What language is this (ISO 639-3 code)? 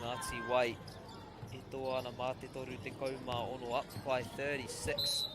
mri